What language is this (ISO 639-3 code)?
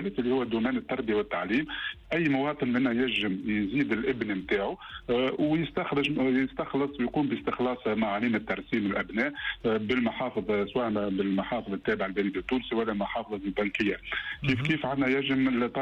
aeb